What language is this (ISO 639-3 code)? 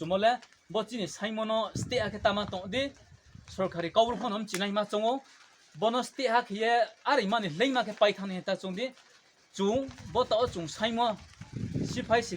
ria